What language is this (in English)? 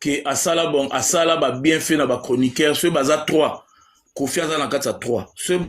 Lingala